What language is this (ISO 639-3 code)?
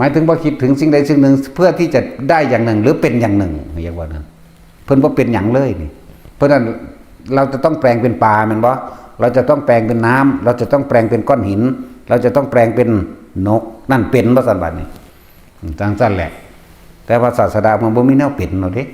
tts